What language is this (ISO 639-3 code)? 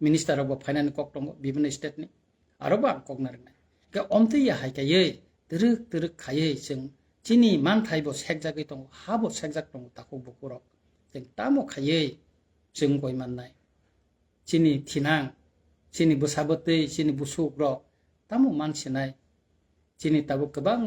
trp